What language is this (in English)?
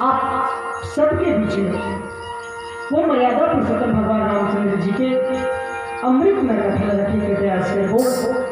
Chhattisgarhi